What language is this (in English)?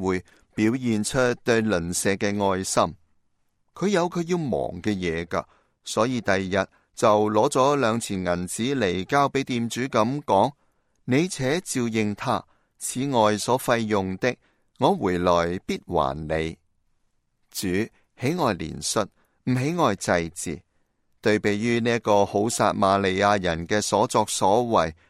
Cantonese